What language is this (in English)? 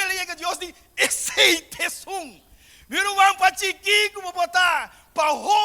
Papiamento